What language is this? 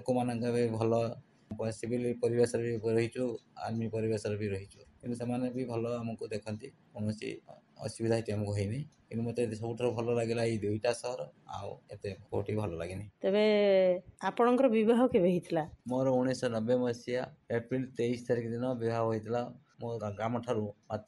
Odia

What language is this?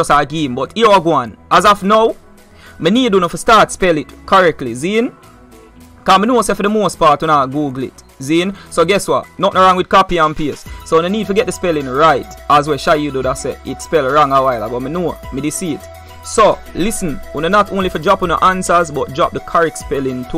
Jamaican Creole English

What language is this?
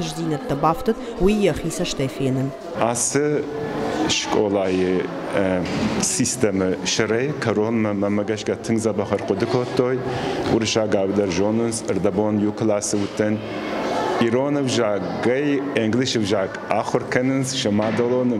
Ossetic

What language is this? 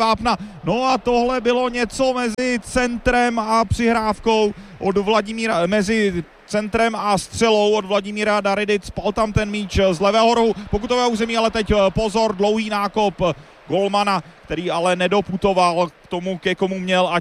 Czech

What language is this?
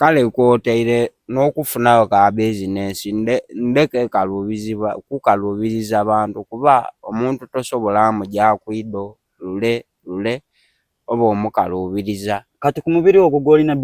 Soga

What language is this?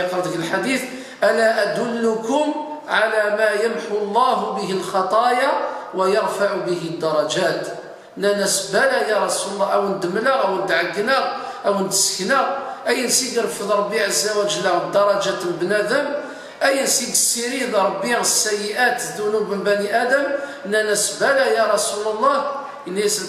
Kabyle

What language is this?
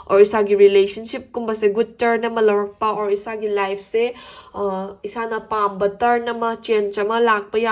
Manipuri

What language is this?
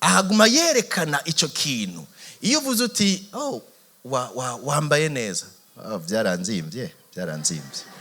Rundi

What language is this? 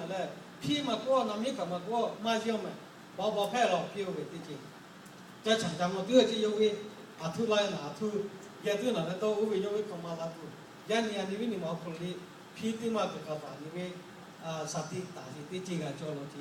Lahu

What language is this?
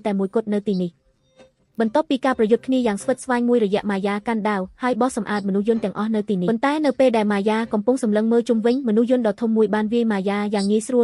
Khmer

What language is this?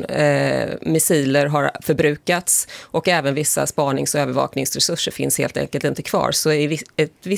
Swedish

